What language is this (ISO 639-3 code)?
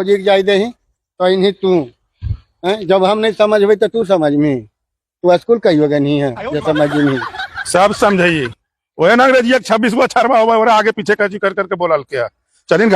mag